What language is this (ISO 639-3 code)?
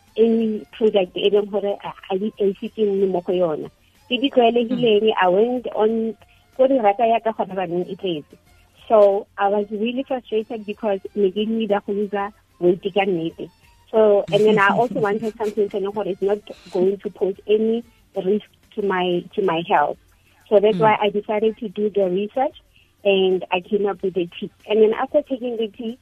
tsn